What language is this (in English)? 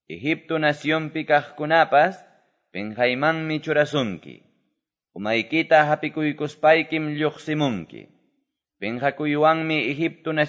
Quechua